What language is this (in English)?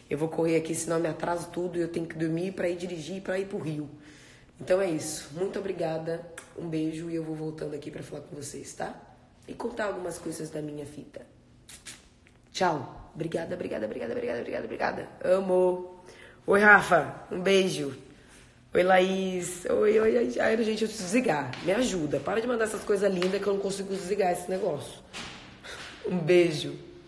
Portuguese